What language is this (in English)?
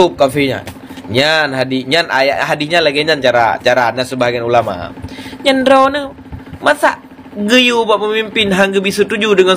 Achinese